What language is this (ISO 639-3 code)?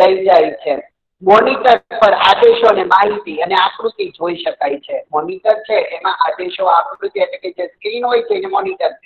guj